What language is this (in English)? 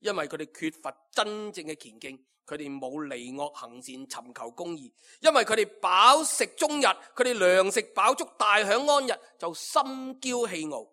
Cantonese